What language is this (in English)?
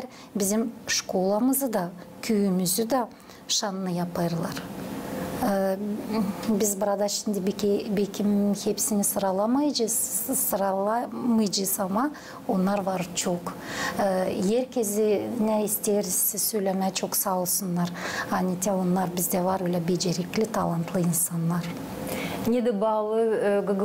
Gagauz